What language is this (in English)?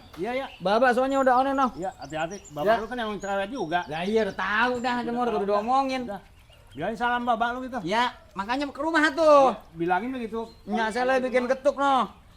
Betawi